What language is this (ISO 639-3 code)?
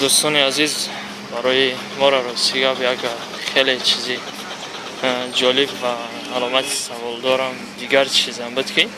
tgk